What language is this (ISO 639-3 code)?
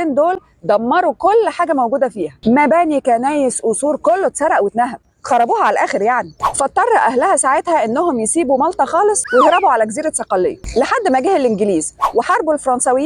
arz